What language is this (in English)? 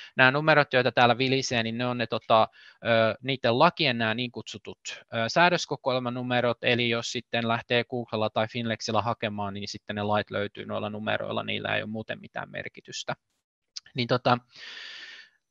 Finnish